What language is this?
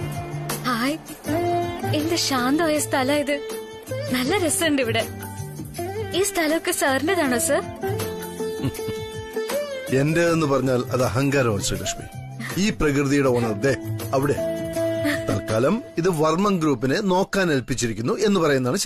Malayalam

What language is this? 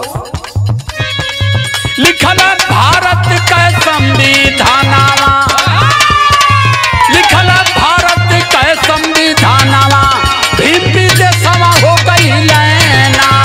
Bhojpuri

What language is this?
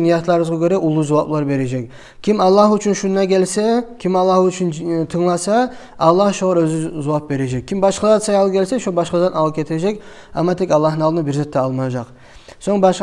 Kumyk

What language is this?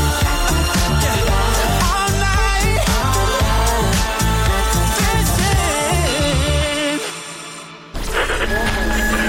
Persian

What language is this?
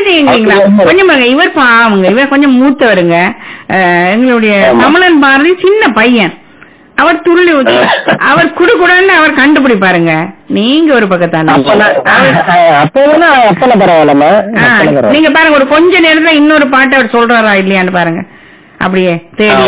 Tamil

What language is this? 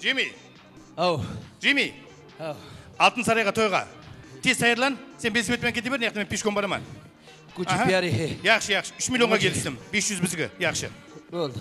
Kara-Kalpak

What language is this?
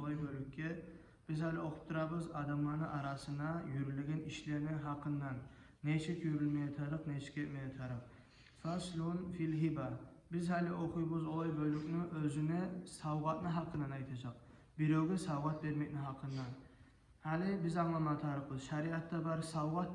Kumyk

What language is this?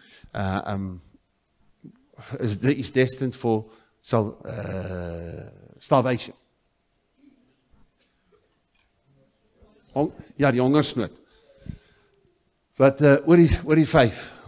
Afrikaans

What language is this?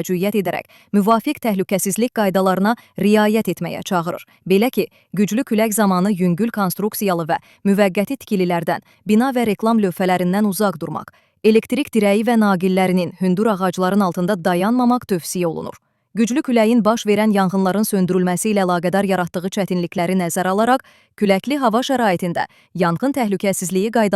Azerbaijani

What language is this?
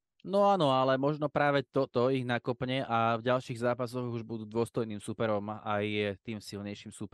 Slovak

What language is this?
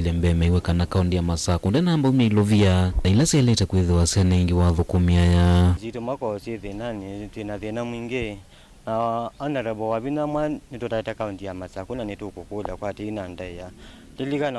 Kamba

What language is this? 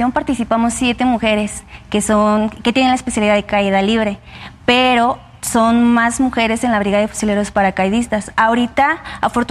Spanish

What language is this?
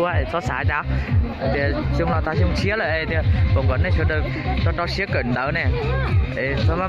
Hmong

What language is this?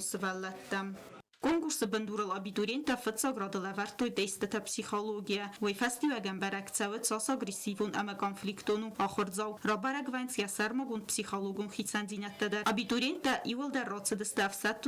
Ossetic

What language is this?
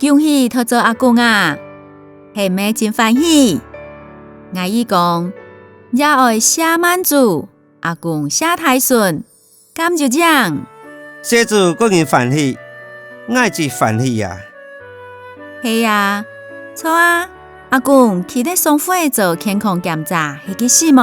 Hakka Chinese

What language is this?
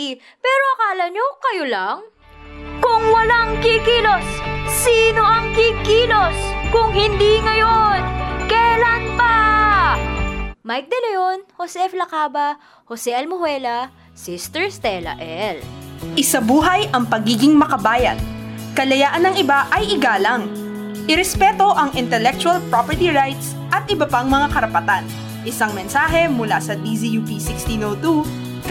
Filipino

